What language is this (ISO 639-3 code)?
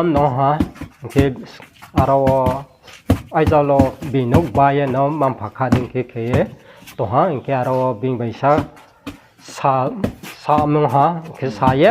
ria